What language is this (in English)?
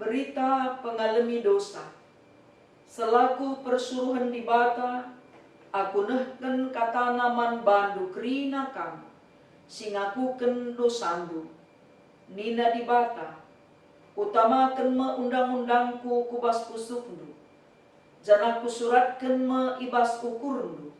Batak Karo